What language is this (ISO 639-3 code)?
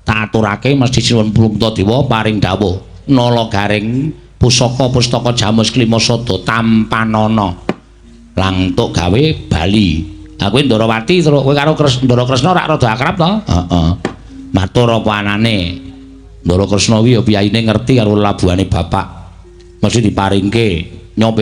jav